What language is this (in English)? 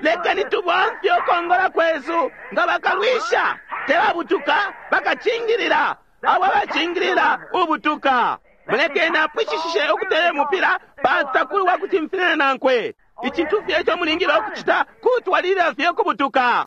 Bemba